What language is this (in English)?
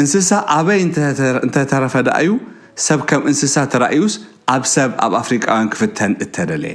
Tigrinya